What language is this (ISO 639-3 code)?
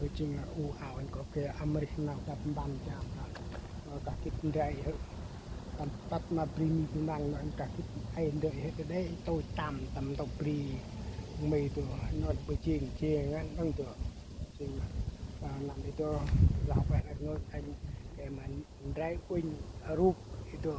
cmo